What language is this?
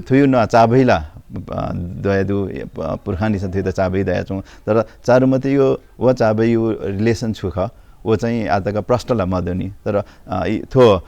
Newari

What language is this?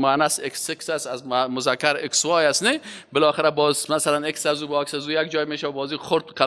Persian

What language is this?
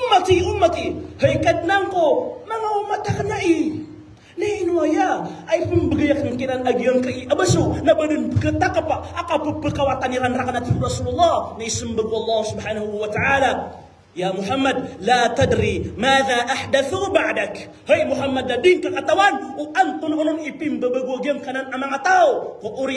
Maranao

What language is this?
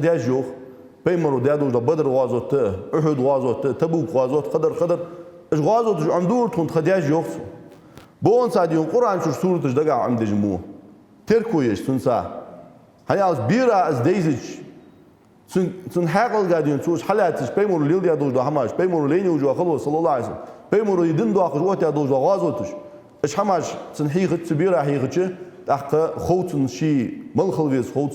Ingush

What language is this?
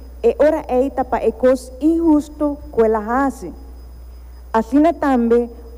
Papiamento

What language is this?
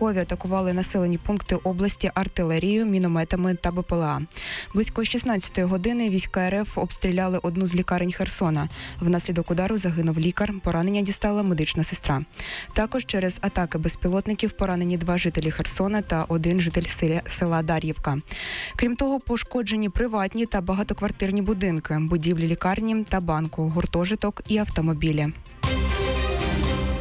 Ukrainian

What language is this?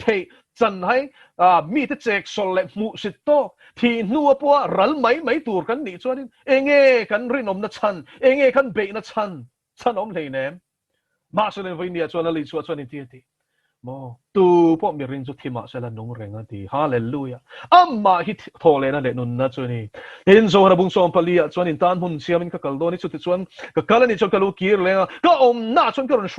Mizo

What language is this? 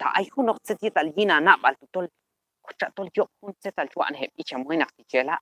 Q'anjob'al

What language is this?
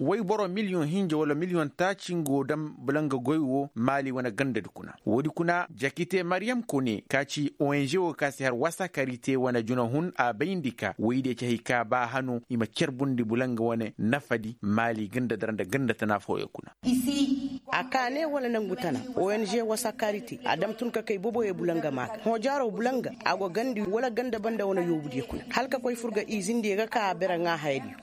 Koyraboro Senni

